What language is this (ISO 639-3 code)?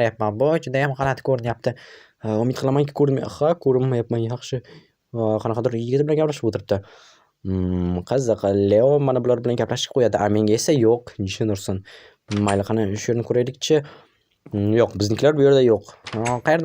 uzb